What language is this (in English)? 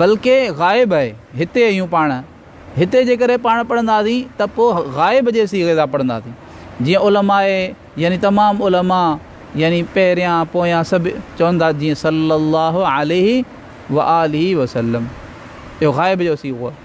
Sindhi